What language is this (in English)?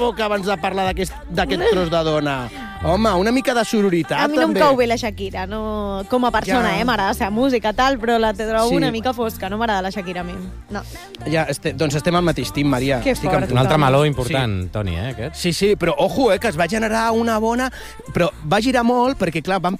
Catalan